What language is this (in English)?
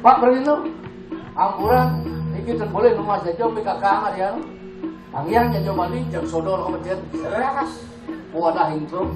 Balinese